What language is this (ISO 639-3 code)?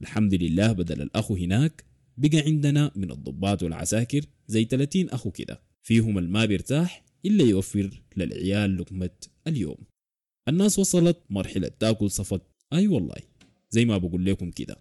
apd